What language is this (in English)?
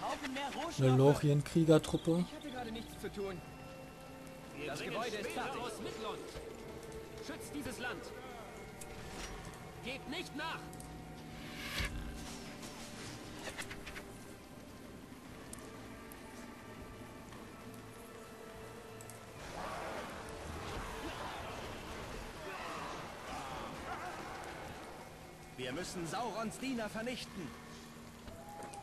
German